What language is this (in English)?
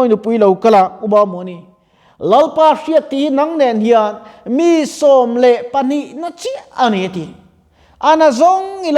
Mizo